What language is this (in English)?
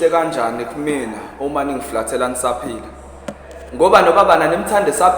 Zulu